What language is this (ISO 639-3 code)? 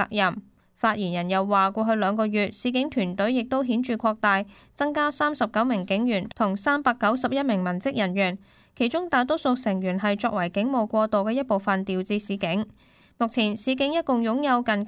yue